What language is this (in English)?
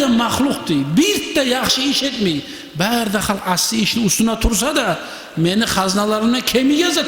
Kumyk